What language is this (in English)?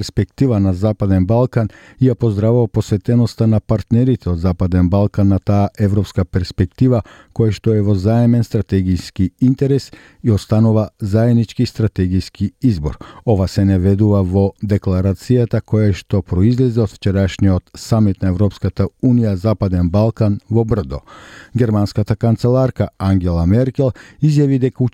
Macedonian